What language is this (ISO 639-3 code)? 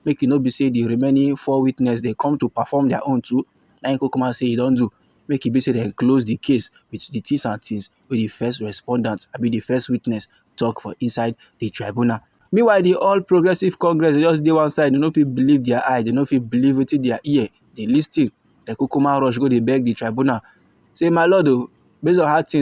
pcm